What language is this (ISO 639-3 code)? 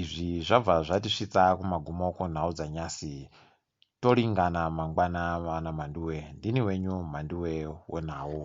ndc